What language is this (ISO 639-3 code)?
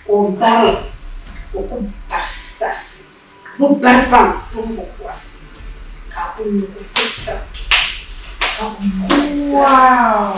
dag